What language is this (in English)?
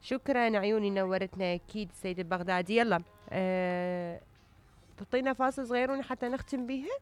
Mesopotamian Arabic